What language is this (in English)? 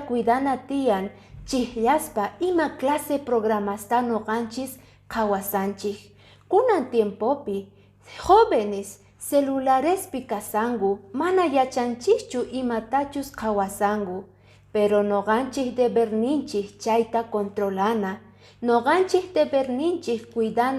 Quechua